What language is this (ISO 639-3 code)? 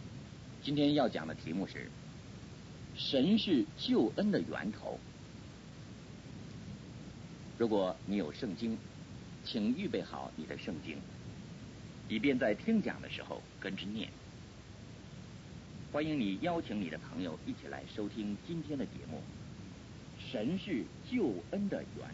zho